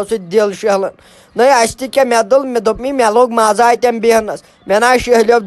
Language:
Kashmiri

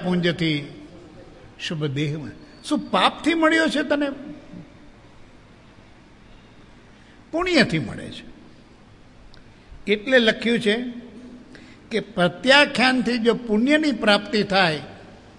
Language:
Gujarati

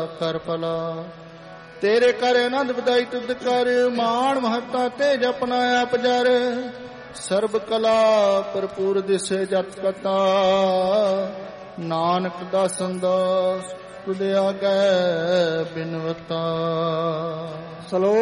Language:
Punjabi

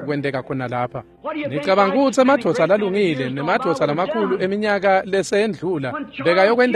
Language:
Swati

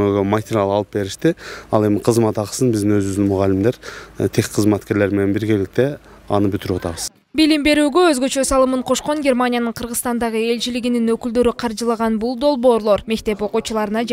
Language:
Kyrgyz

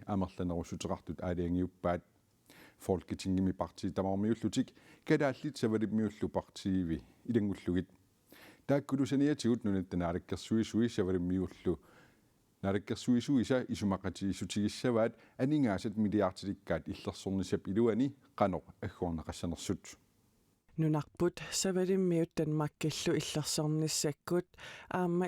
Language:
Kalaallisut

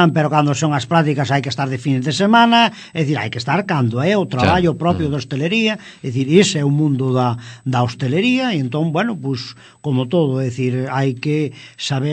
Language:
Galician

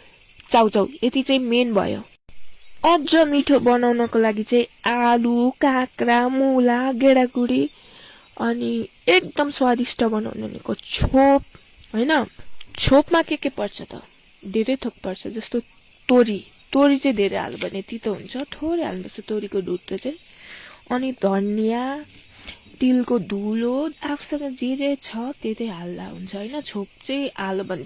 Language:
Nepali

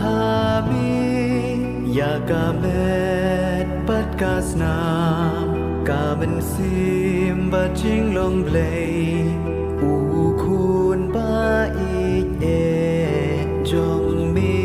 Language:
Khasi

